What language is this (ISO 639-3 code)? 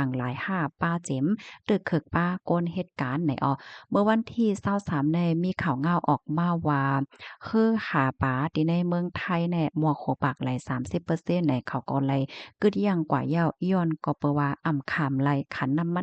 shn